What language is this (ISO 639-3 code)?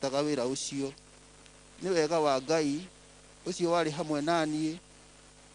kik